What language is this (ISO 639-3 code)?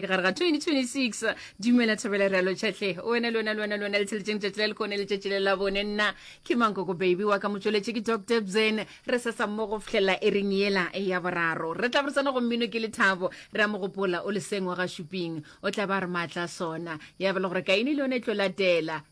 nso